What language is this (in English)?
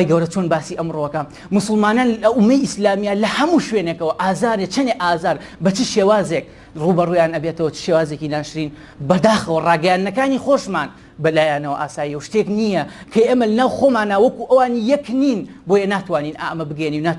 Central Kurdish